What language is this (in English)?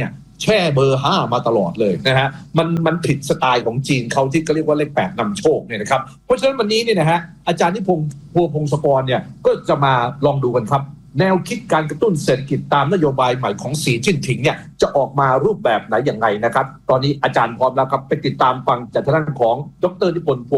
Thai